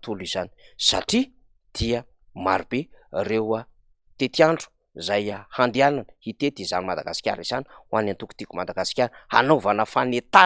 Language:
Malagasy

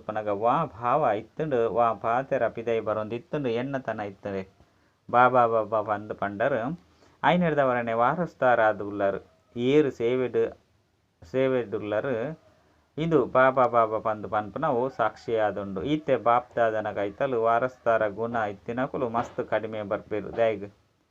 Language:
Tulu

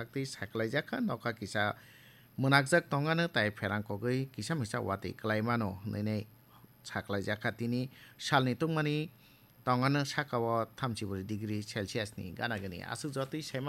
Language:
Kok Borok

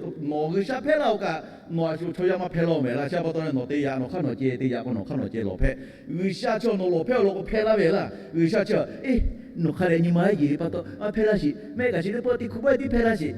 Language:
Lahu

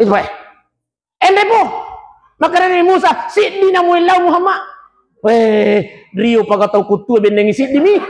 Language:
Buginese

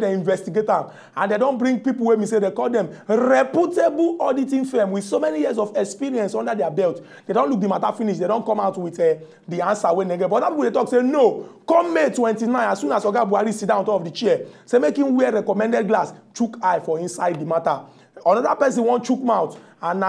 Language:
Nigerian Pidgin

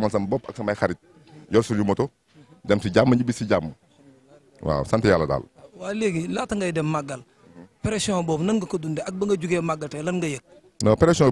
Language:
Wolof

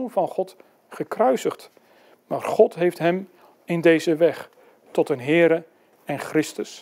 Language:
Dutch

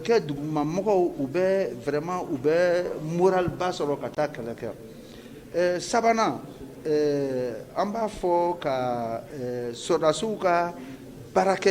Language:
Bambara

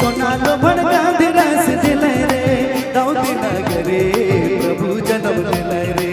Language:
Sadri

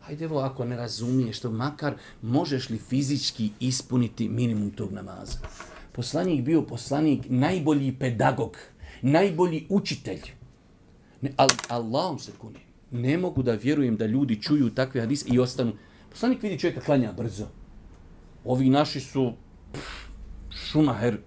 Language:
Bosnian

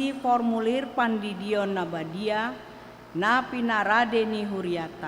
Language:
Batak Toba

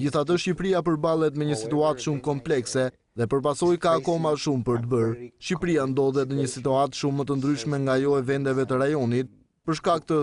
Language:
Albanian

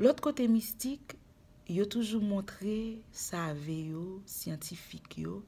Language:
Haitian Creole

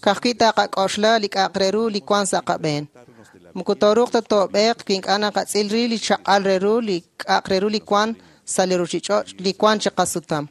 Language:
Kekchí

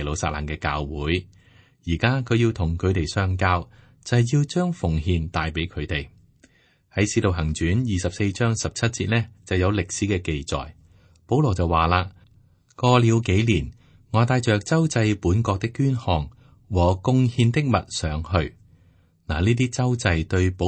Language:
Cantonese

